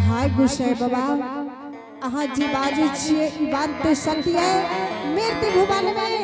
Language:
Angika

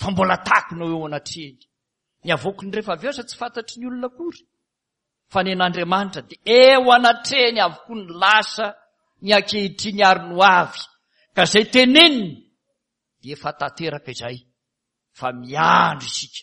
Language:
Malagasy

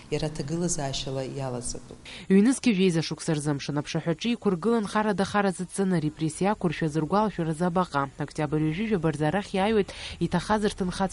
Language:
Abkhazian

